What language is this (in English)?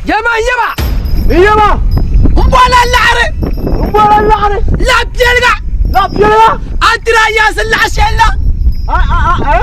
Dagbani